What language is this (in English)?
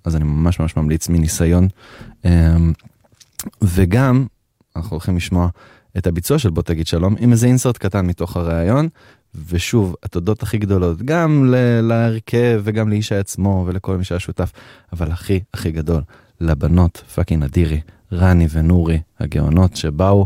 Hebrew